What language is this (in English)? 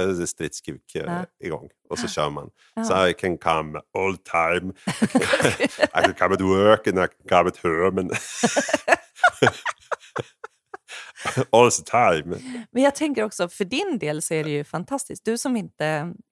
Swedish